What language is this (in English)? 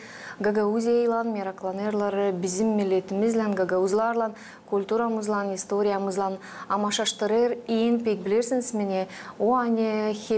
Gagauz